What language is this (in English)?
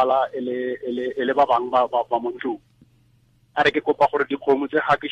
Tswana